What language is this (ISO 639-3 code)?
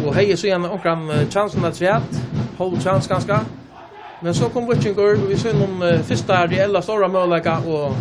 fao